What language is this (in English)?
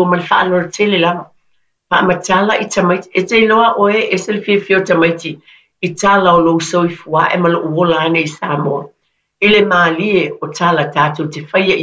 Samoan